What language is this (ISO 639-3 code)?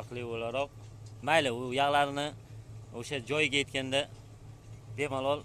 uzb